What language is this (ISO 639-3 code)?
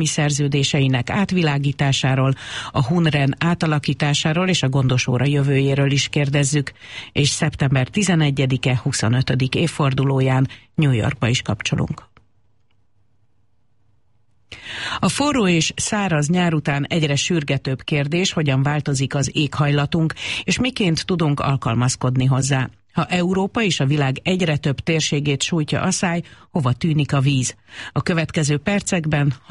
hun